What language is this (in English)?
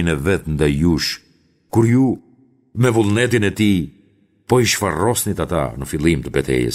Albanian